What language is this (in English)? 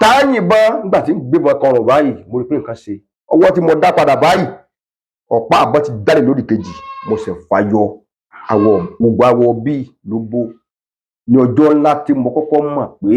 Yoruba